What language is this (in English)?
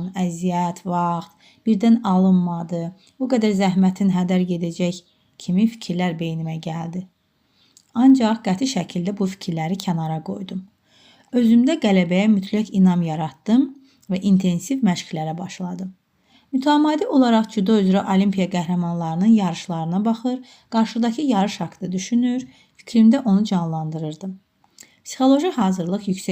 Azerbaijani